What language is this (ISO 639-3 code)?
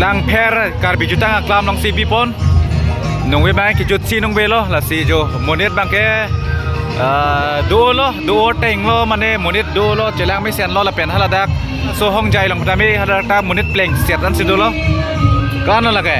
mjw